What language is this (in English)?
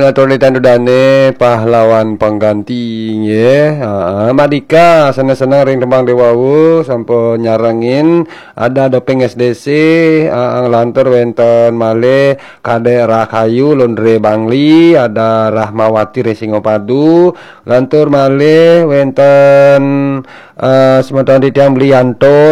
Balinese